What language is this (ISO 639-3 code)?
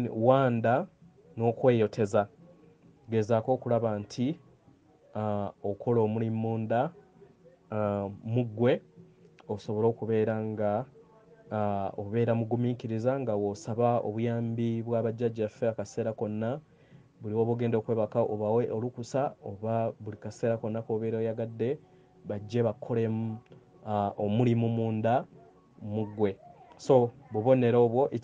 lug